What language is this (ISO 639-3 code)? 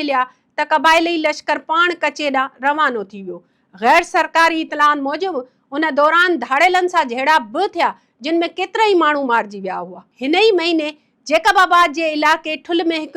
snd